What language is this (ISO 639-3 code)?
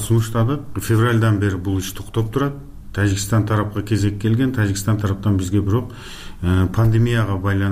kir